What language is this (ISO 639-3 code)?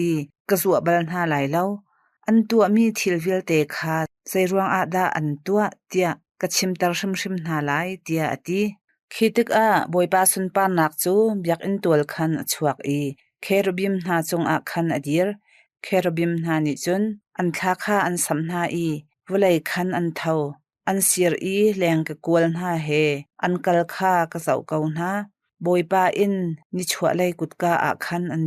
cnh